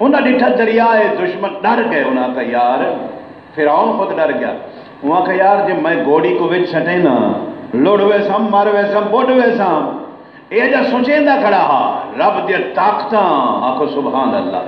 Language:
Saraiki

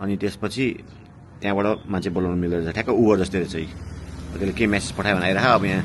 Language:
Nepali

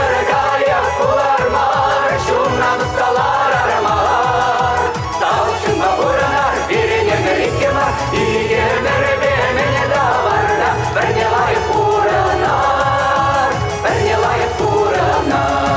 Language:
Chuvash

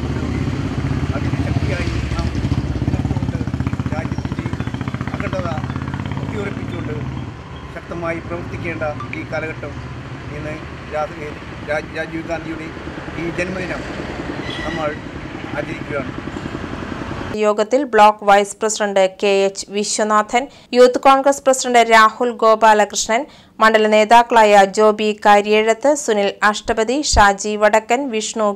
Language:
Malayalam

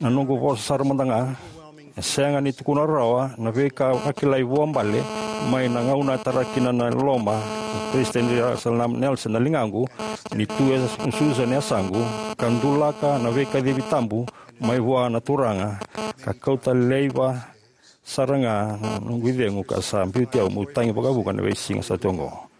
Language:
Fijian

